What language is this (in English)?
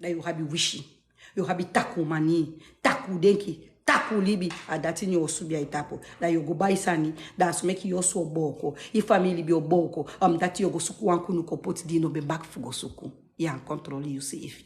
Sranan Tongo